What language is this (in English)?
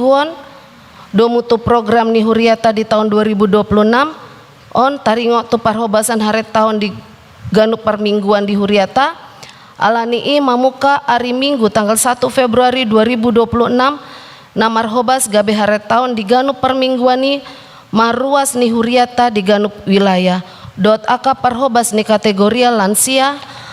Batak Toba